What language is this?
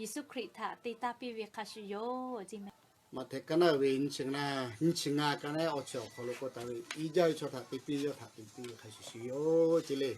Lahu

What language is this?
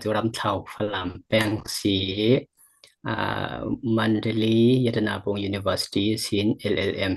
Falam Chin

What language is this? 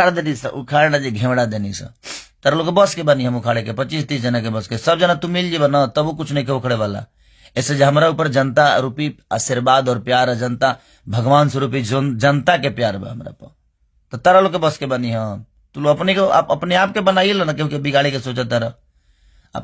Bhojpuri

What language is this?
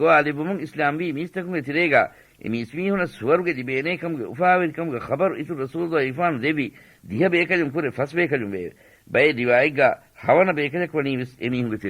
Divehi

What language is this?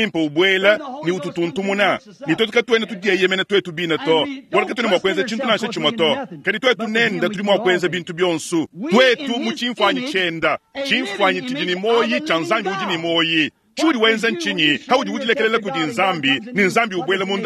Luba-Lulua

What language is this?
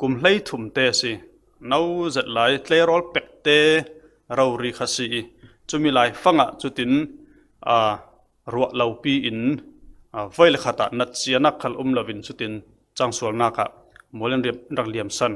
Falam Chin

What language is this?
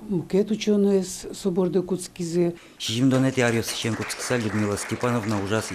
Udmurt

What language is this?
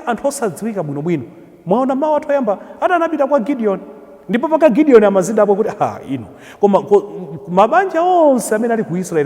Nyanja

